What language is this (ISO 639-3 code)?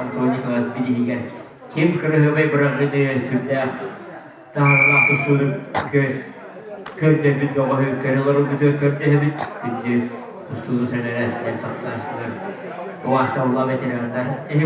sah